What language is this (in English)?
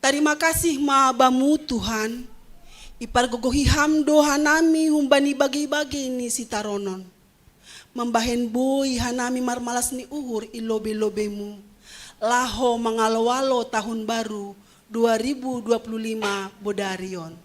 Batak Simalungun